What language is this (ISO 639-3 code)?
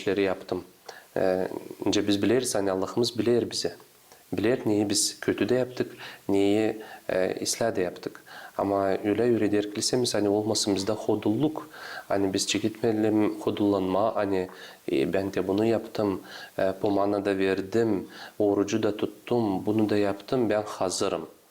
gag